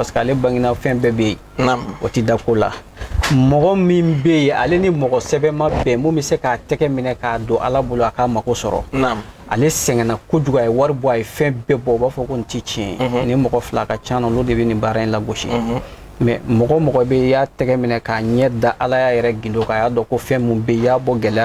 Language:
Bambara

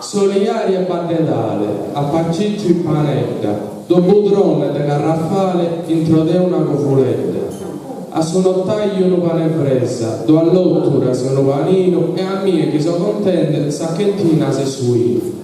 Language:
Sardinian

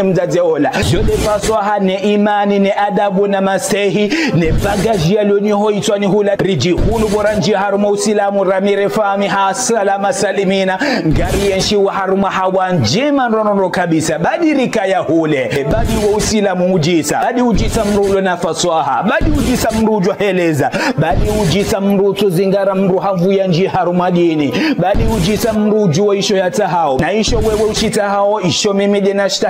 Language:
Ngazidja Comorian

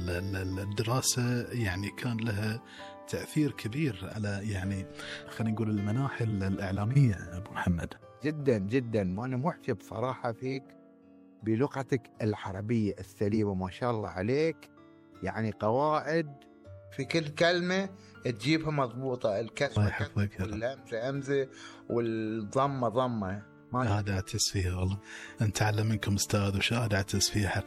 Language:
Gulf Arabic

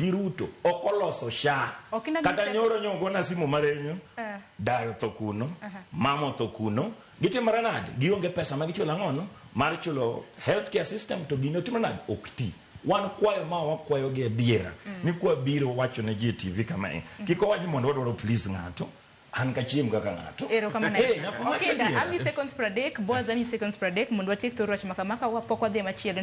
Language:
Luo (Kenya and Tanzania)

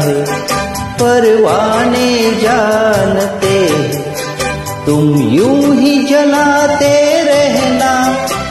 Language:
Hindi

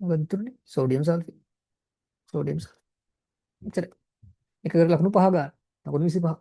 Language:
Sinhala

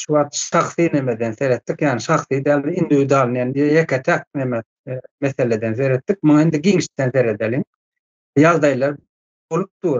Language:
Turkmen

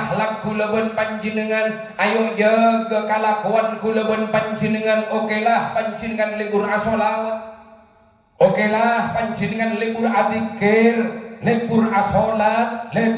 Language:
Madurese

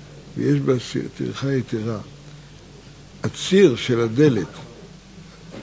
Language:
Hebrew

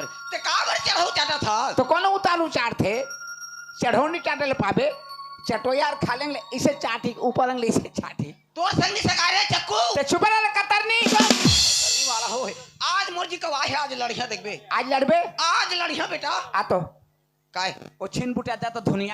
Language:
Chhattisgarhi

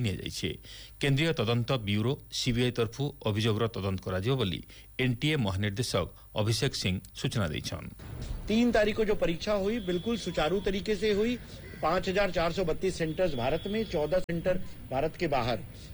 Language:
Odia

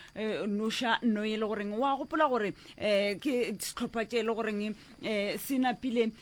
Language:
Northern Sotho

